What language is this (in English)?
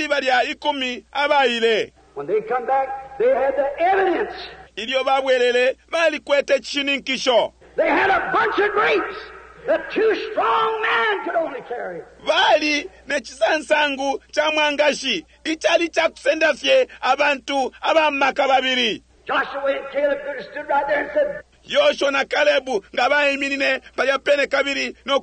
Bemba